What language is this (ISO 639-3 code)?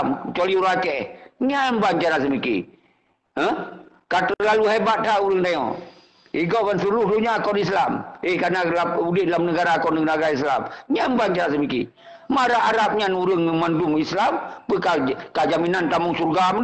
ace